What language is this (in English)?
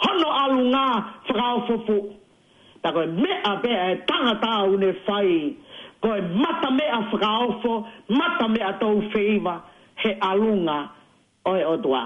Tongan